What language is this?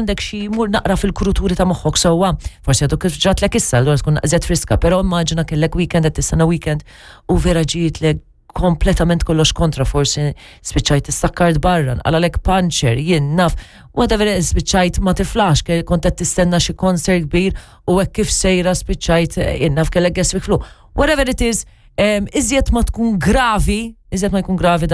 Maltese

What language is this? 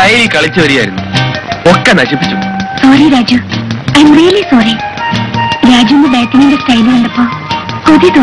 Malayalam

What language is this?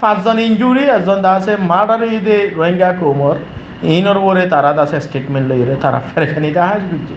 Rohingya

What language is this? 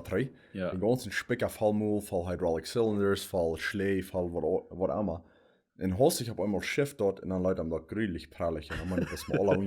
Plautdietsch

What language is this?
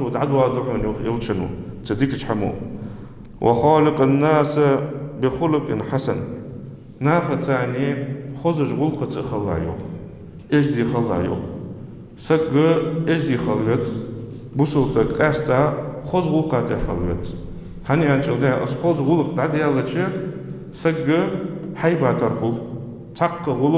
Ingush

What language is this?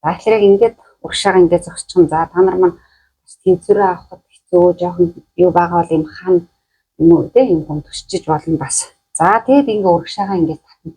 Mongolian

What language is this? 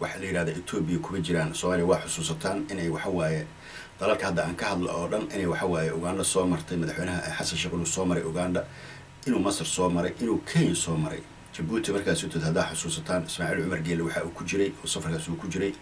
Somali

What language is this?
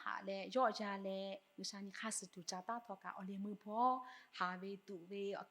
Lahu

